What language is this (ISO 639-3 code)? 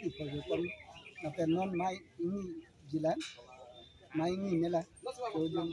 mjw